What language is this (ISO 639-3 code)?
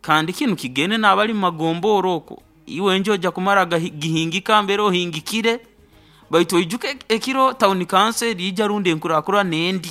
nyo